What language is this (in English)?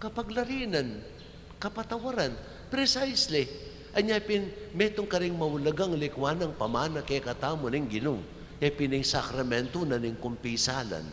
Pampanga